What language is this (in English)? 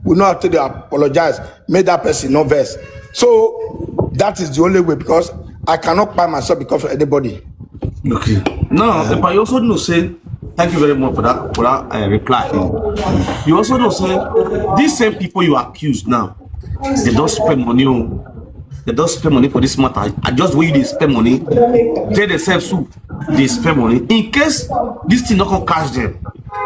Nigerian Pidgin